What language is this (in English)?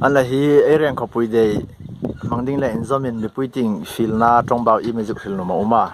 Hmar